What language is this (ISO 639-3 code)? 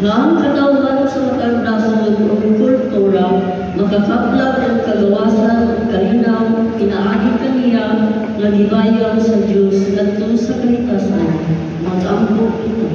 ceb